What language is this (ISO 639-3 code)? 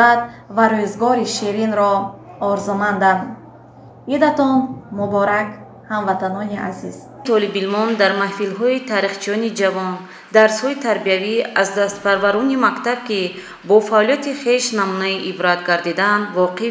tgk